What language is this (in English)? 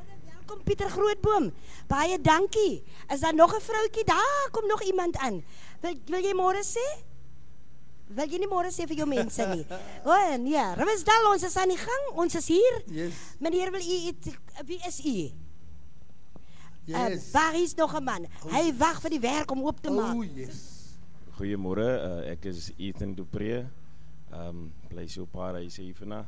Afrikaans